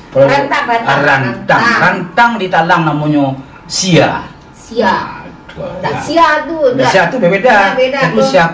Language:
Minangkabau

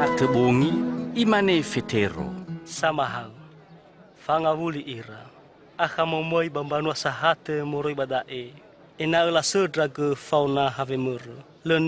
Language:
Nias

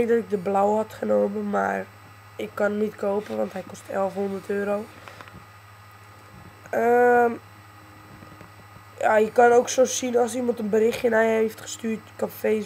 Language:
Dutch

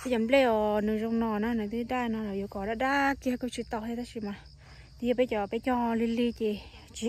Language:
Hmong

